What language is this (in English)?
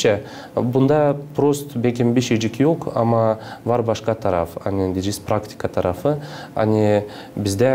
Gagauz